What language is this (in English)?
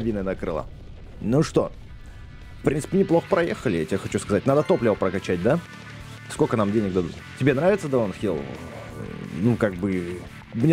Russian